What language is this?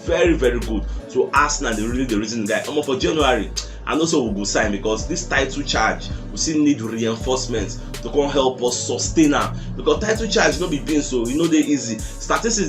Nigerian Pidgin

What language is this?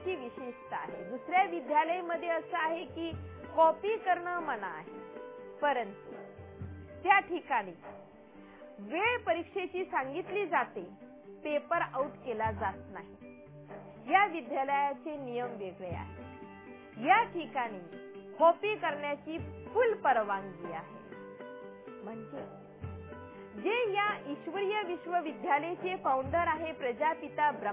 Marathi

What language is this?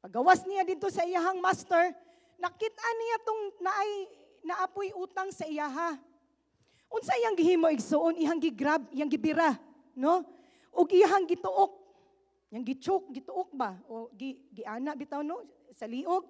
Cebuano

